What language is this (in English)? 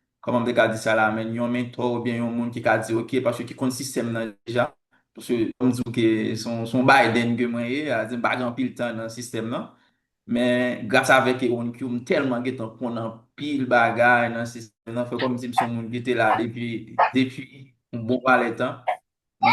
Haitian Creole